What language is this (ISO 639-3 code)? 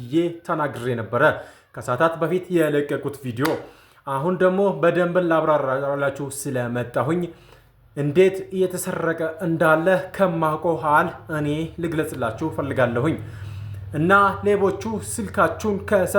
amh